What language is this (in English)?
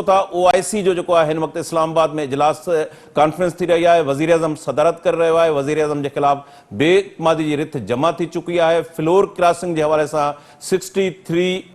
Sindhi